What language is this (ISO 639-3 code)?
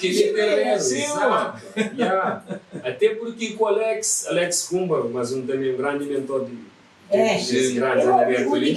kea